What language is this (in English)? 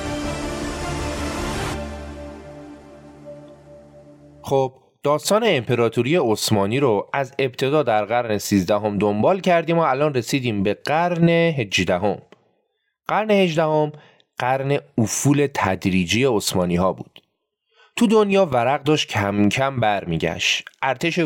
Persian